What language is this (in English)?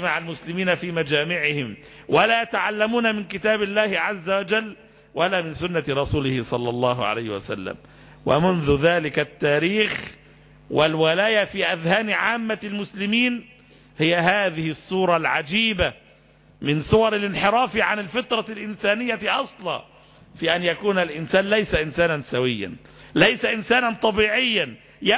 Arabic